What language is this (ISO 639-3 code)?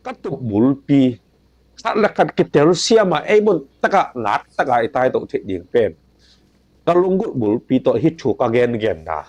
ctd